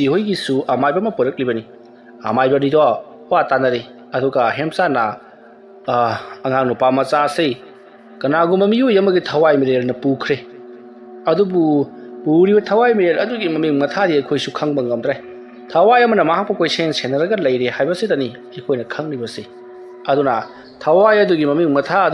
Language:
Manipuri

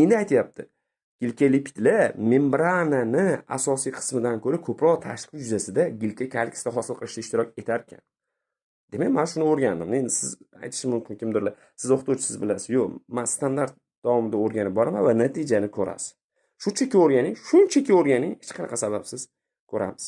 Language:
Uzbek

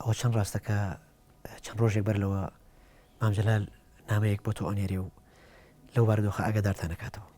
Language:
Central Kurdish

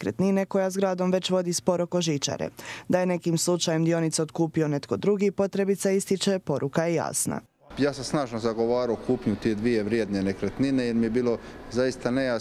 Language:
Croatian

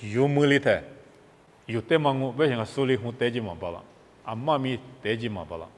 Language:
Lisu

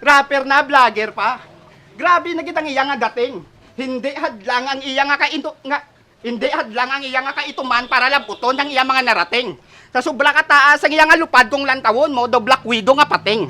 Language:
Hiligaynon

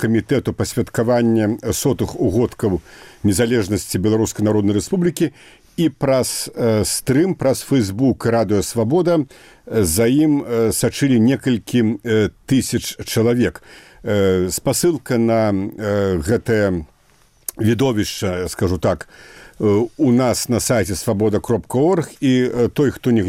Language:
Belarusian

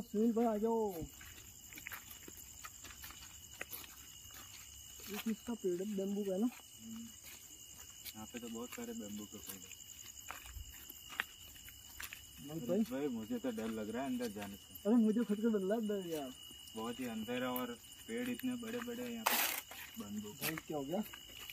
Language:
Hindi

